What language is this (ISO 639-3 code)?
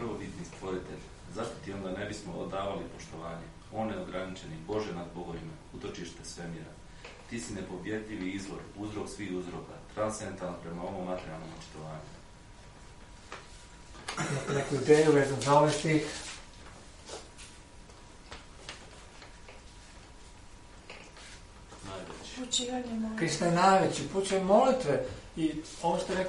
hrv